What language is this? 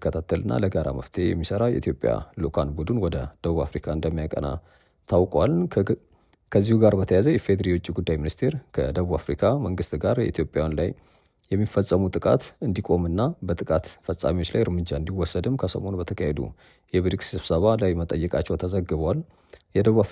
Amharic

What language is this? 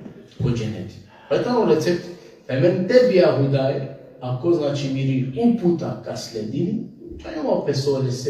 Balkan Romani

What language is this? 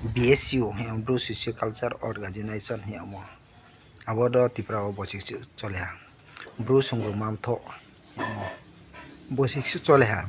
Riang (India)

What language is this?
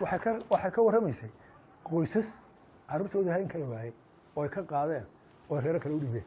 Somali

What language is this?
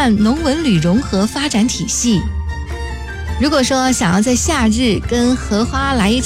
Chinese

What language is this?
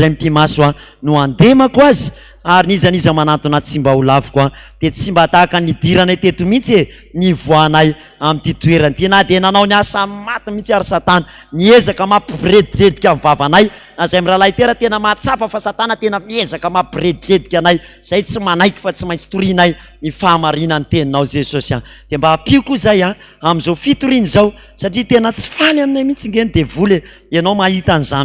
Malagasy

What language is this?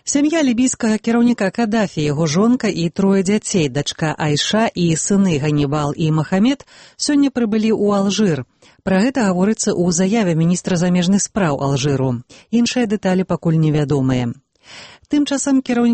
Belarusian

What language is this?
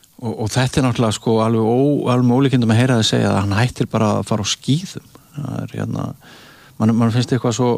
Icelandic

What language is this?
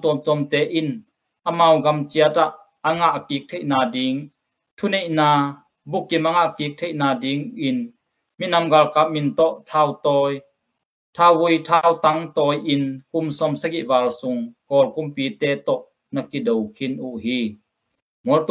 Tedim Chin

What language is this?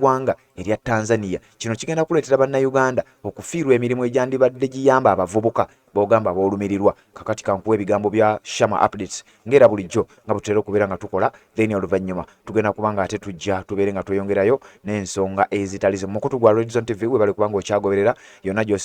Ganda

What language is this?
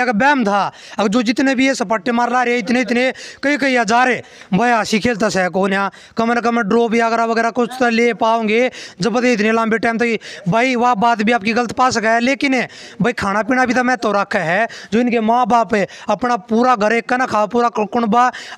Haryanvi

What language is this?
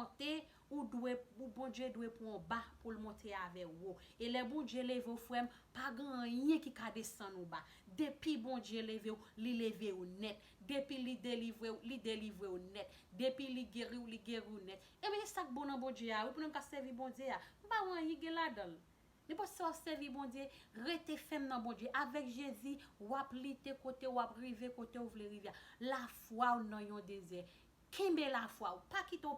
Haitian Creole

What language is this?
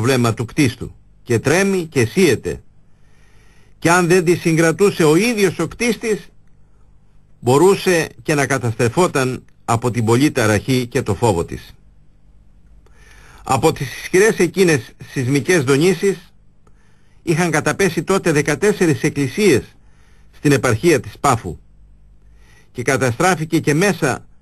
Greek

